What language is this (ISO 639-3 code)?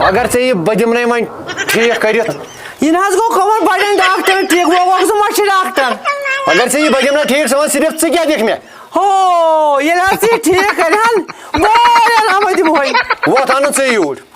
kas